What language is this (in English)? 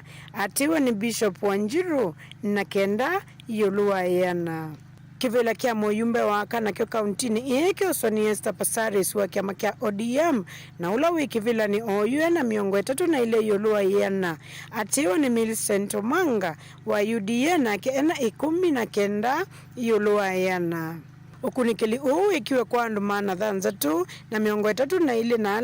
Kamba